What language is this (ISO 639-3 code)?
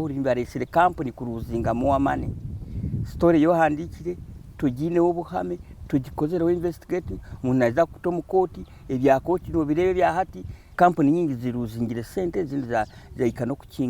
nyn